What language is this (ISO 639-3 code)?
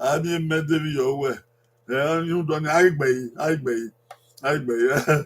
bin